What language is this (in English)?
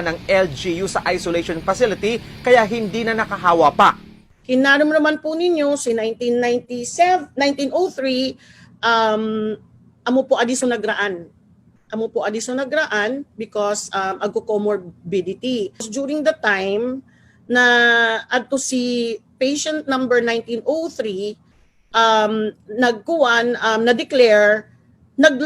Bikol